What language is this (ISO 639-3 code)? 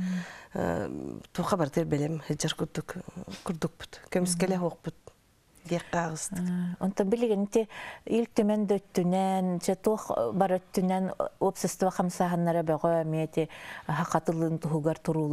sah